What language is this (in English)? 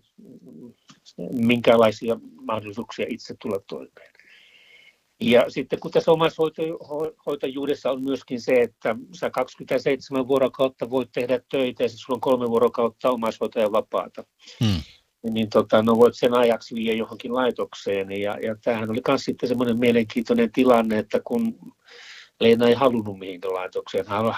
Finnish